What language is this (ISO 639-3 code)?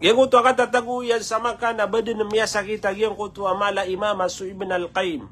mrw